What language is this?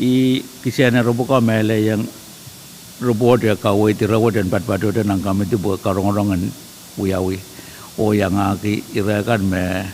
Pohnpeian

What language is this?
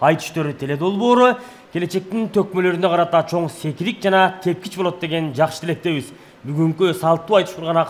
Kyrgyz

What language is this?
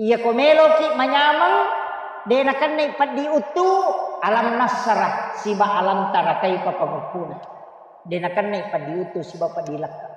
Buginese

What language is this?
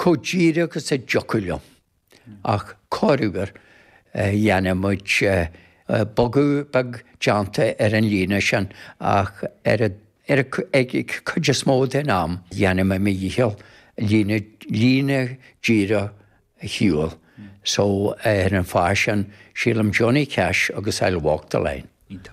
Irish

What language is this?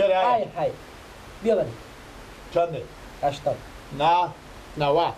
Persian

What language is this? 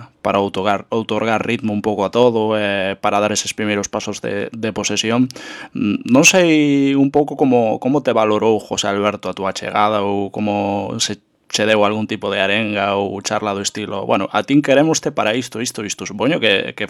Galician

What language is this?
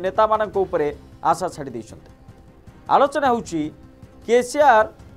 Odia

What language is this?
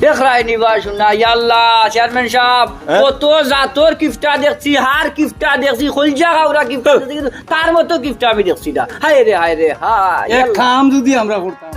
Sylheti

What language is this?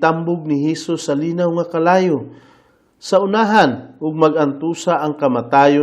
Cebuano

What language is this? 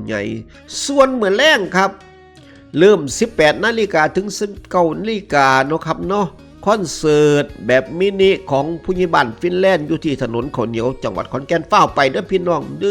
Northeastern Thai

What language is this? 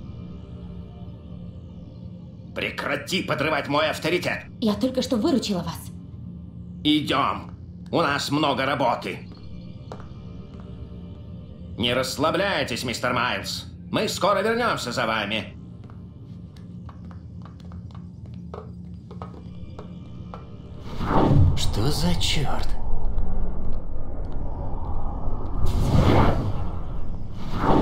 Russian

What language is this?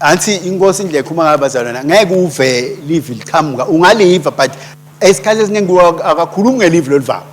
Swati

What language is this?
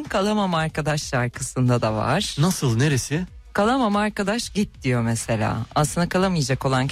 Turkish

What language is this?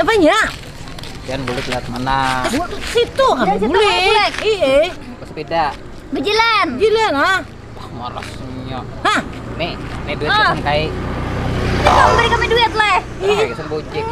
Banjar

